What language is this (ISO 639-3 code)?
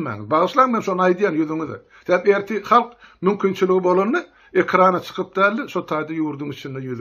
tuk